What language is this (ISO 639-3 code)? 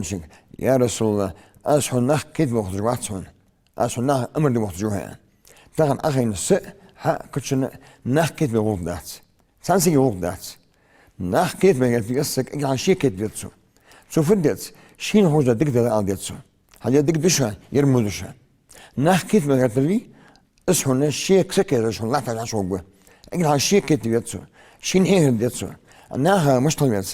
inh